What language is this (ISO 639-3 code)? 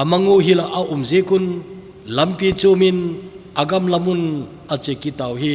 tcz